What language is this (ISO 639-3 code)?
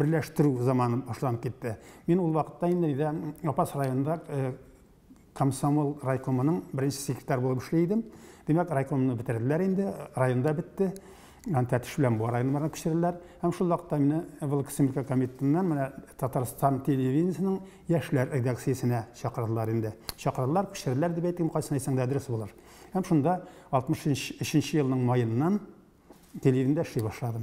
tat